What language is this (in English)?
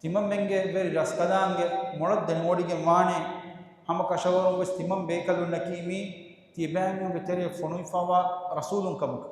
Divehi